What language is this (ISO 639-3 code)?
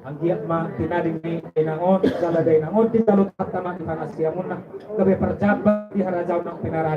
bbc